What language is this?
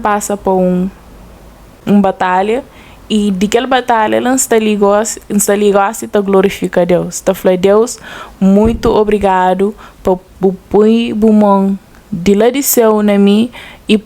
Kabuverdianu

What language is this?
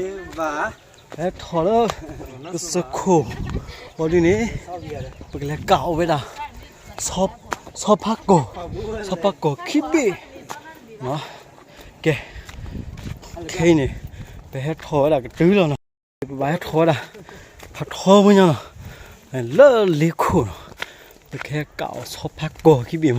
S'gaw Karen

